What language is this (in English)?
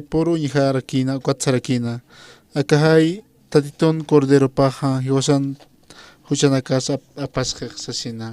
Aymara